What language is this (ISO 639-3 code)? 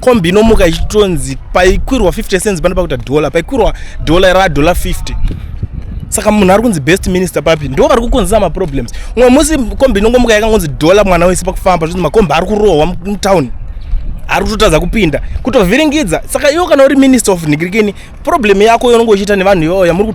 sna